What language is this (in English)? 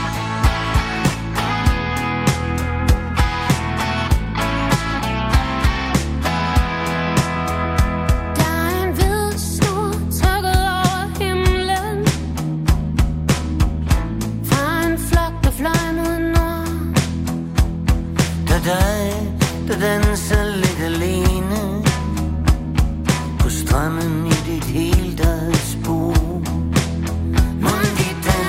Danish